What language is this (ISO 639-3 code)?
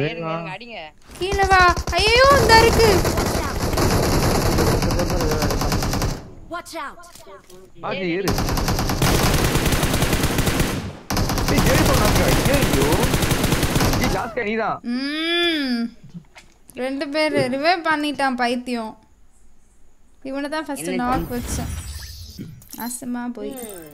tam